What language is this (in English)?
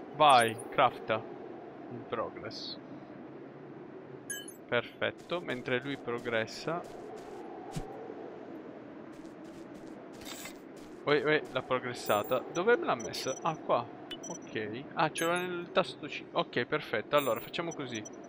Italian